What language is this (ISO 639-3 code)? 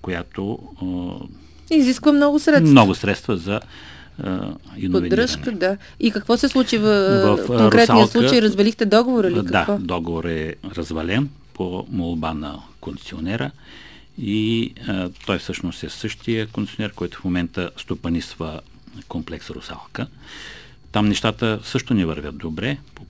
bul